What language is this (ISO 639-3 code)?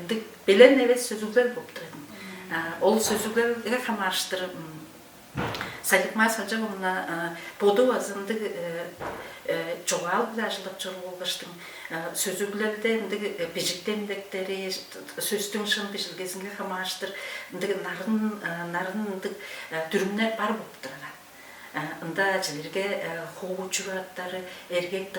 tyv